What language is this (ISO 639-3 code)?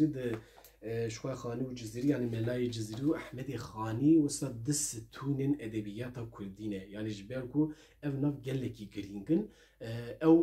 kur